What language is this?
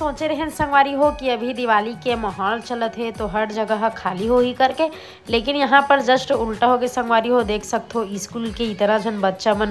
Chhattisgarhi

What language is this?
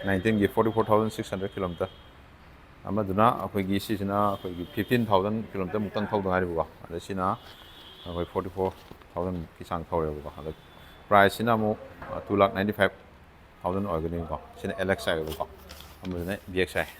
Manipuri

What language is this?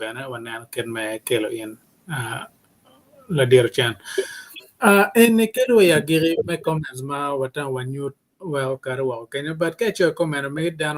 Acoli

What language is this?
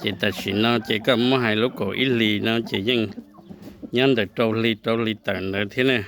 Hmong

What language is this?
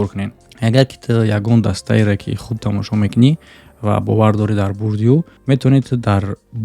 Tajik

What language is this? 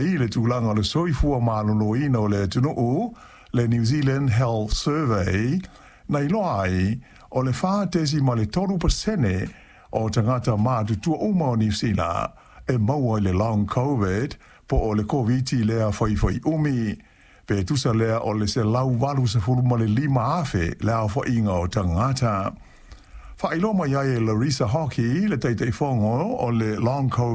Samoan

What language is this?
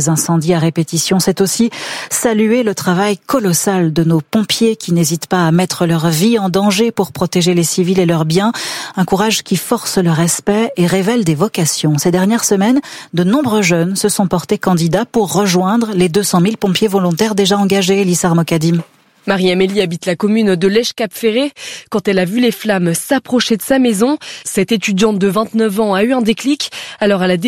French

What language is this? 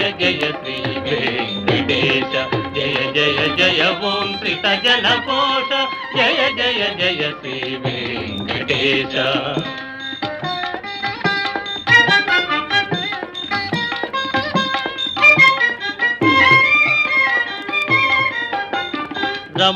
Telugu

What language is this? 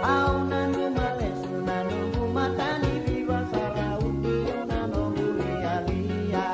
Fijian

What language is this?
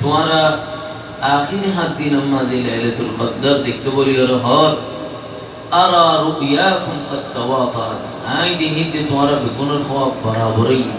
Rohingya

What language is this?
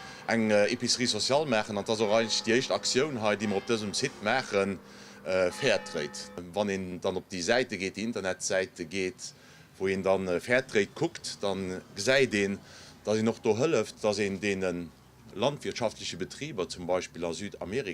Luxembourgish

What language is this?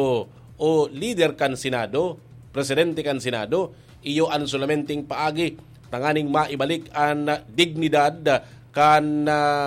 Bikol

